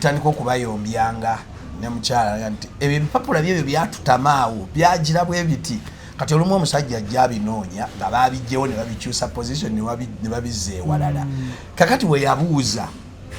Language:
Ganda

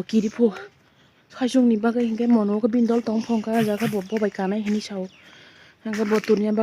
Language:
Kok Borok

